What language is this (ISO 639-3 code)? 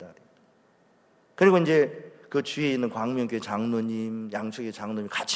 kor